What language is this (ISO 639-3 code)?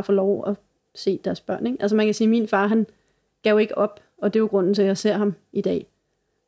dan